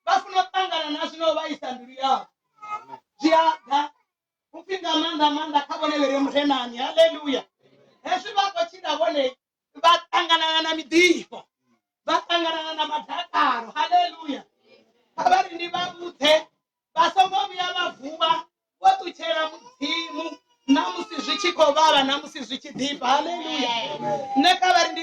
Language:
Venda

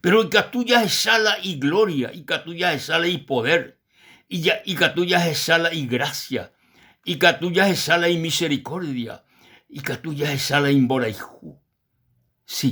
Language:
Guarani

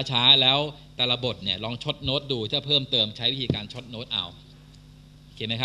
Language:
Thai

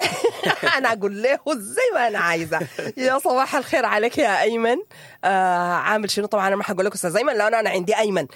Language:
Sudanese Arabic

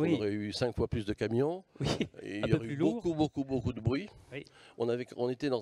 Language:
French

